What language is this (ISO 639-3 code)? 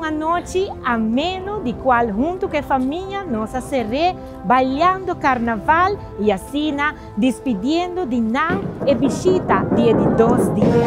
pap